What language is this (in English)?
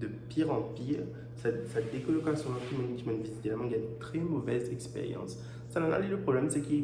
Morisyen